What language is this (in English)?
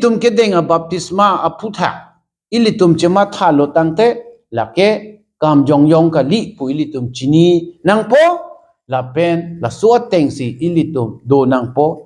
Karbi